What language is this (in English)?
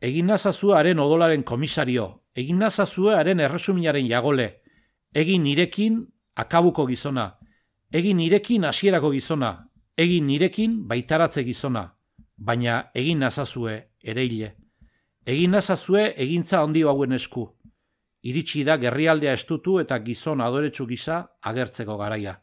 Basque